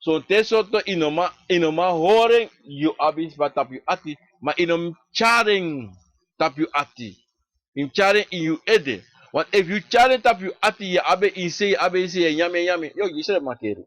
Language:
Sranan Tongo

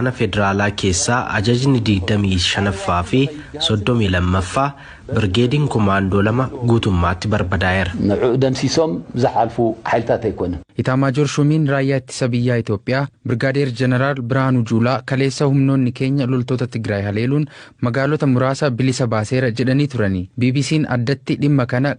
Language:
Oromo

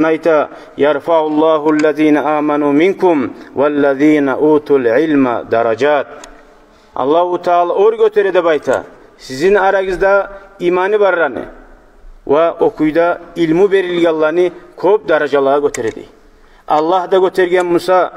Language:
Kumyk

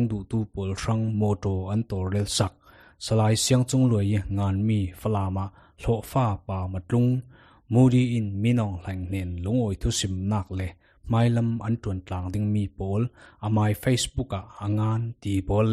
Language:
Falam Chin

